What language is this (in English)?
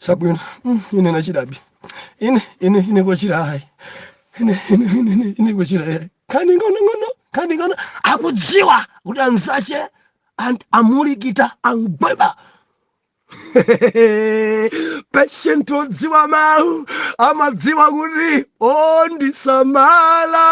Nyanja